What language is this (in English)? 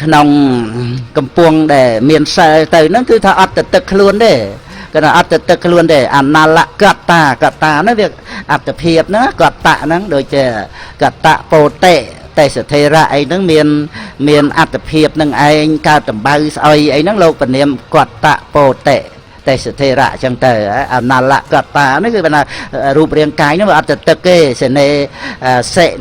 Khmer